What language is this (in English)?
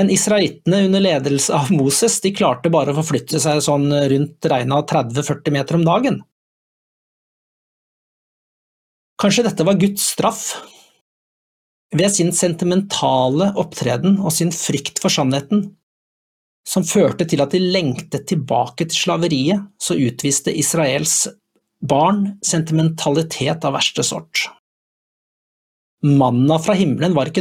Norwegian